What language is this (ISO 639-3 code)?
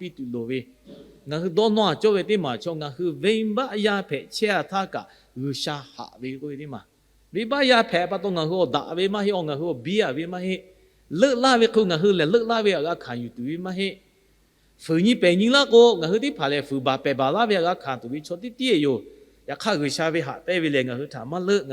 lhu